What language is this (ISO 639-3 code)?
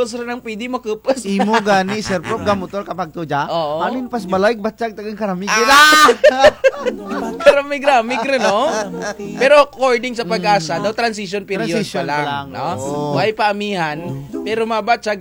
krj